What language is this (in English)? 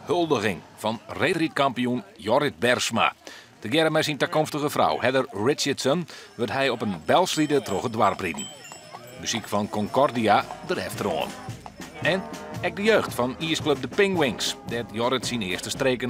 Western Frisian